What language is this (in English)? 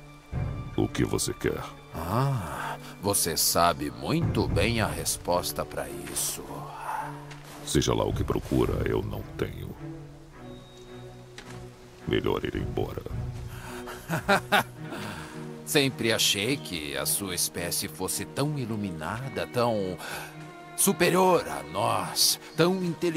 Portuguese